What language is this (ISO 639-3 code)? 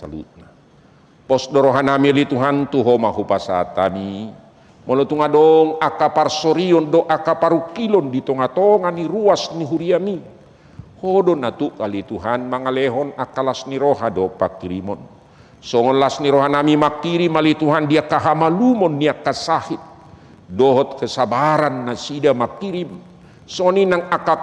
bbc